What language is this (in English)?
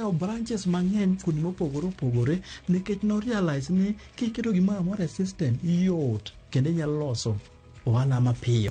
Luo (Kenya and Tanzania)